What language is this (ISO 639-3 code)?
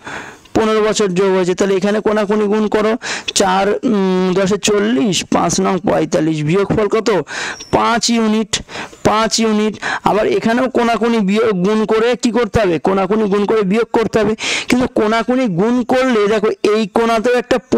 ben